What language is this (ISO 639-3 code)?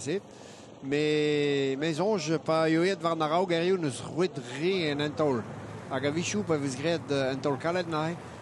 bre